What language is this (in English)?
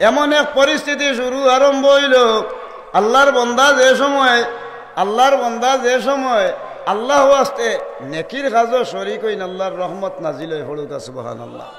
Sylheti